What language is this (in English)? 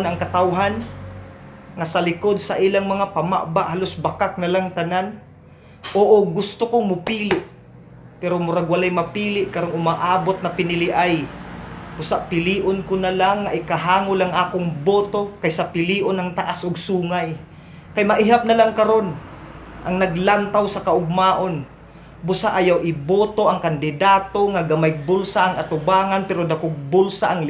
Cebuano